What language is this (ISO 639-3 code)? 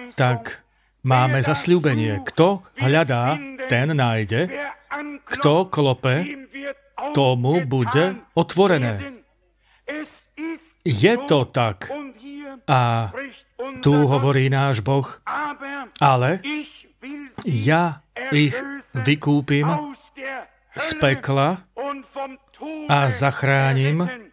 slk